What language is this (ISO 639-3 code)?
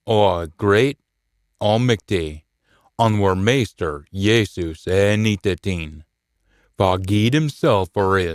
sco